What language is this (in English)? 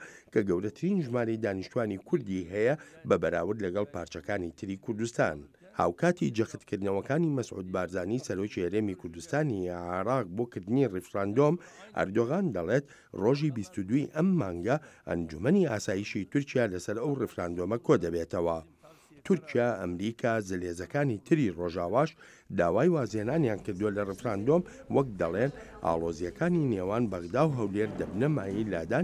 Central Kurdish